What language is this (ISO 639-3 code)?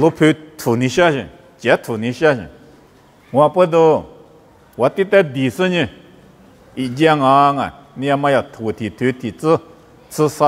lis